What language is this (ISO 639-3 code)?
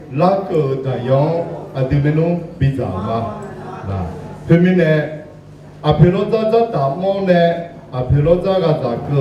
ahk